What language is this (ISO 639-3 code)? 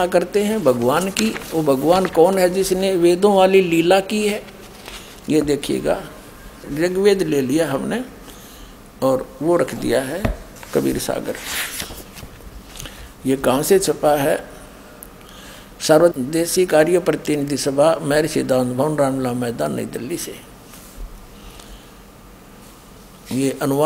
hin